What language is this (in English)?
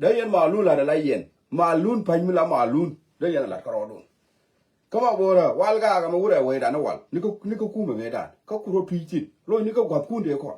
Nuer